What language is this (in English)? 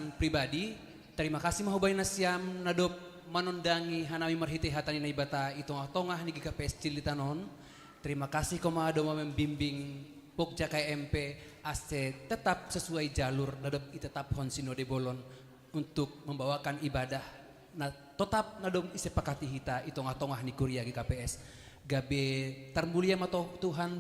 Batak Simalungun